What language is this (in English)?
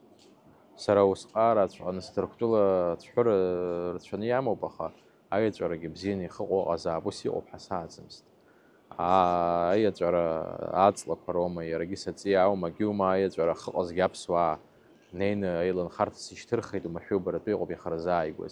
Abkhazian